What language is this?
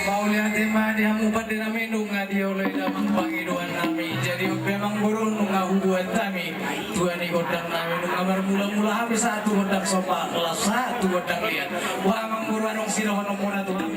Batak Toba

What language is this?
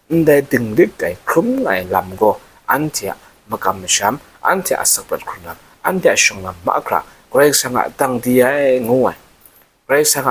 Kachin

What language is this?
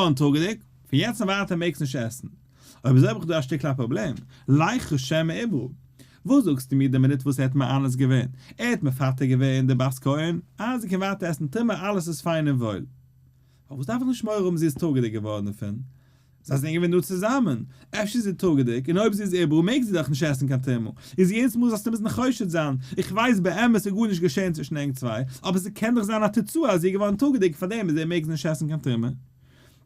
Yiddish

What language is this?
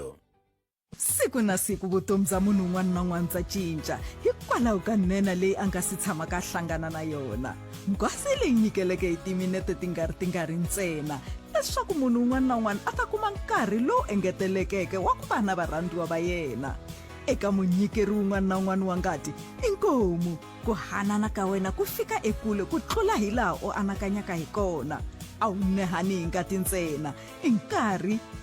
Tsonga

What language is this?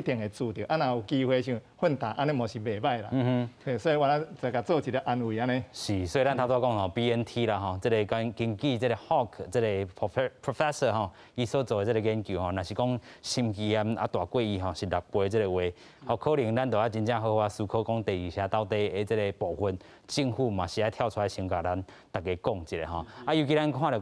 Min Nan Chinese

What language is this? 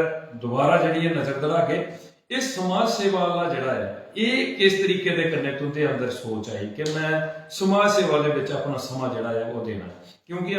Dogri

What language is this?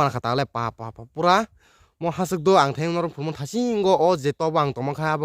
Kok Borok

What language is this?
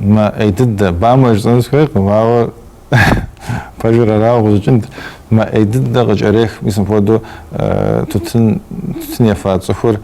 Kabardian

